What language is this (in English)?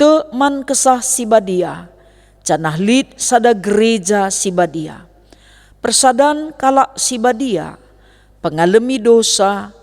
Batak Karo